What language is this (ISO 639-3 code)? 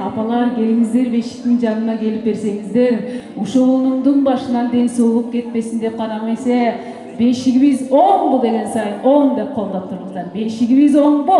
kir